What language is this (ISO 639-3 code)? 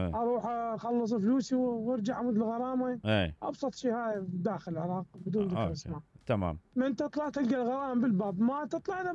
acm